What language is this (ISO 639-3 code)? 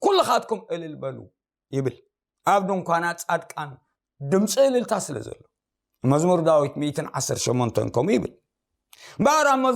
tir